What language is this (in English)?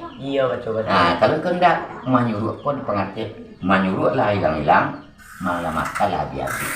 Minangkabau